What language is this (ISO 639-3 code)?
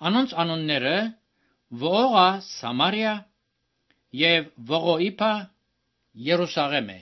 hye